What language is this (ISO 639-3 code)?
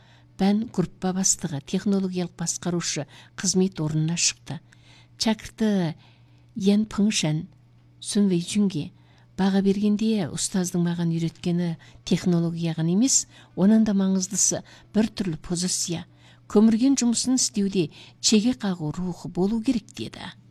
kaz